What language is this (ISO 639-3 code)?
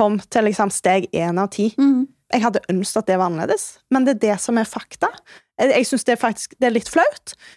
nor